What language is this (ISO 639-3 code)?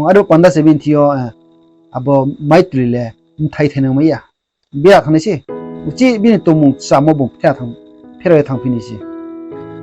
ria